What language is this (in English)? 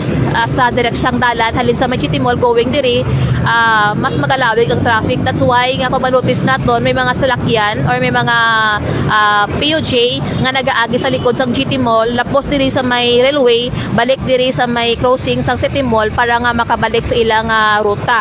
Hiligaynon